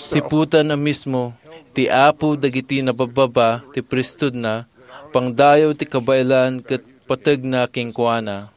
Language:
Iloko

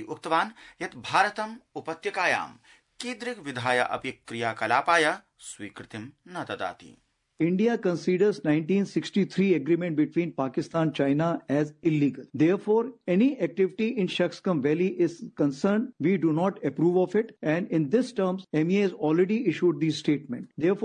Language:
Sanskrit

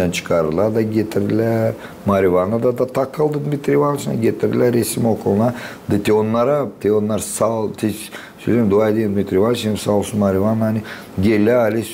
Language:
Gagauz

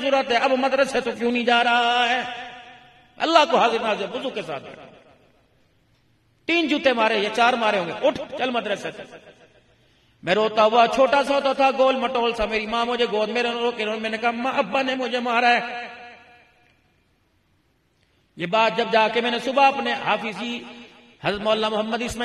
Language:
Urdu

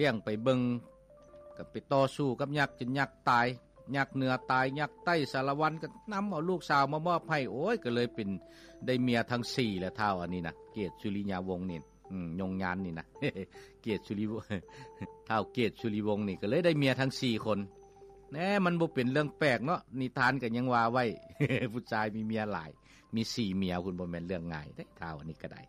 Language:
Lao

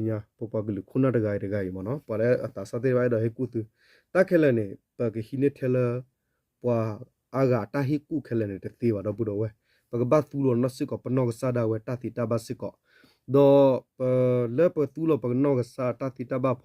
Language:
S'gaw Karen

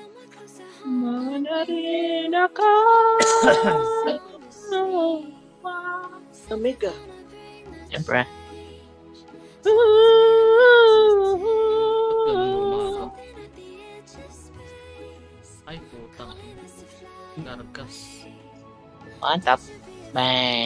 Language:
Filipino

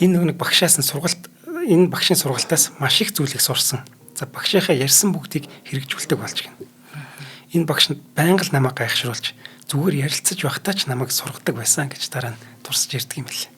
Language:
Mongolian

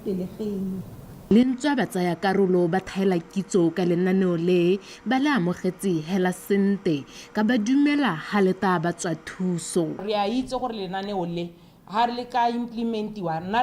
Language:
Tswana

